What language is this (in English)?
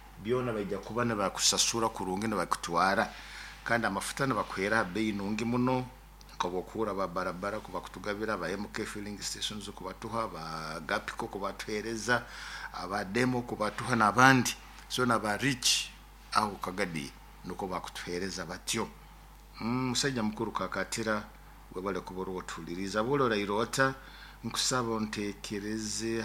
Nyoro